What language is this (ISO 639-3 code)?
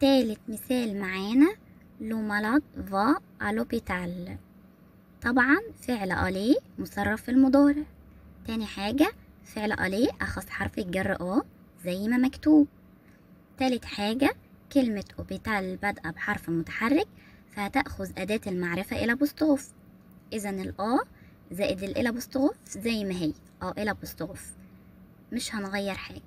arz